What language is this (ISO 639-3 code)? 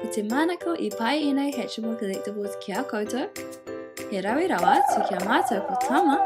mri